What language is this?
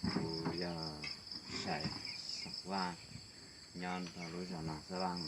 Hmong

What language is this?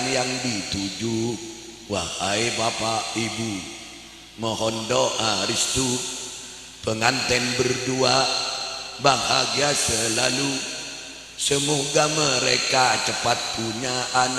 Madurese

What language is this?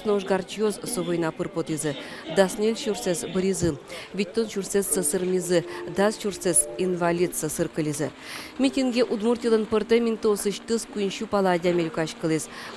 Udmurt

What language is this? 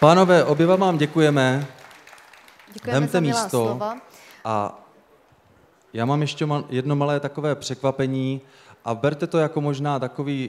Czech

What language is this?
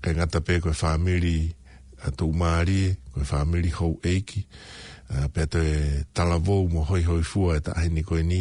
Tongan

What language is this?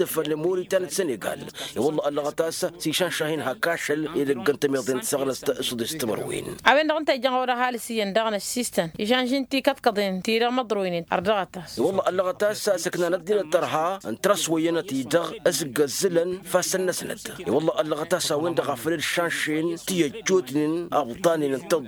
Tamasheq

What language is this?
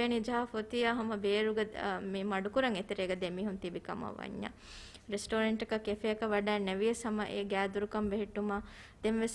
Divehi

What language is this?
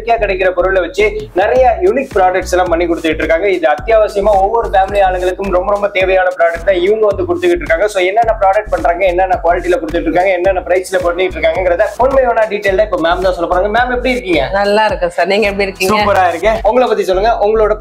Tamil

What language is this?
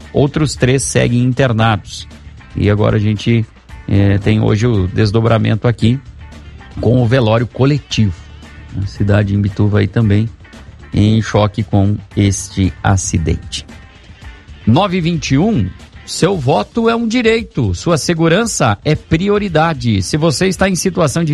Portuguese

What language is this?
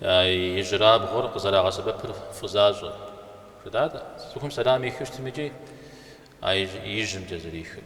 Kabardian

